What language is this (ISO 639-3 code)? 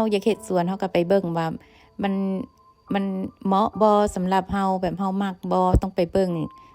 lao